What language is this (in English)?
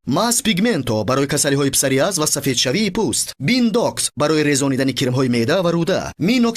Tajik